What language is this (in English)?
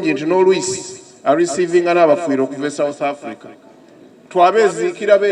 Soga